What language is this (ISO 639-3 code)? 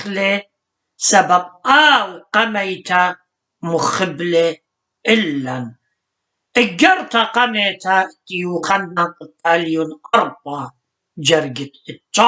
aii